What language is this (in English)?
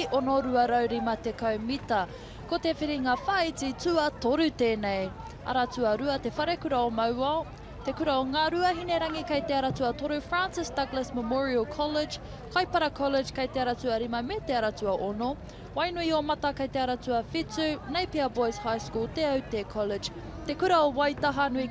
Māori